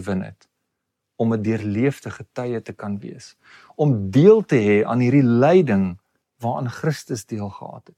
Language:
Afrikaans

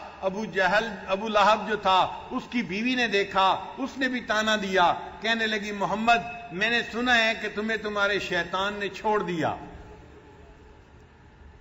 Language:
Urdu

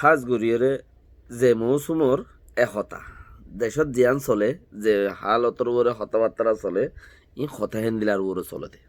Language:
Rohingya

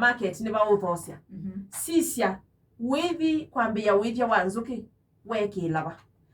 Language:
Kamba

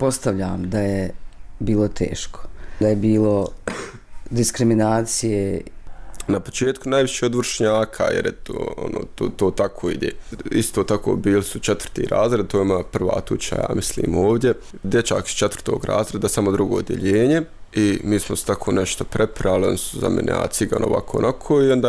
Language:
Bosnian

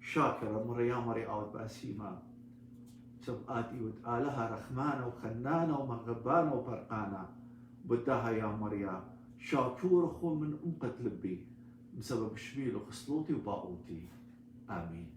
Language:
Assyrian Neo-Aramaic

